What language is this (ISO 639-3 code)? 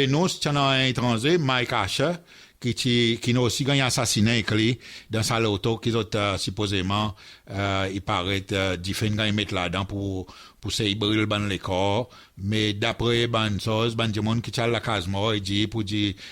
crs